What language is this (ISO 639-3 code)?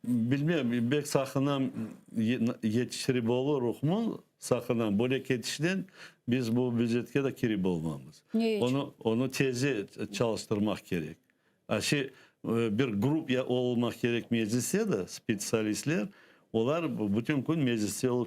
crh